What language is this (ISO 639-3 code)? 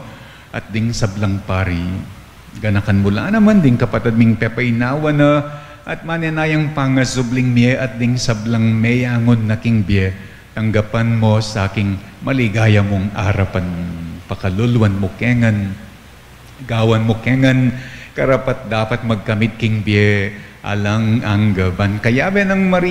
pam